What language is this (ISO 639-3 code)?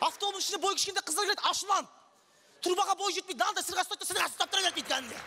kaz